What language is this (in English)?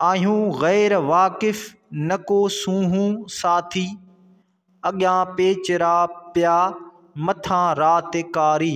Sindhi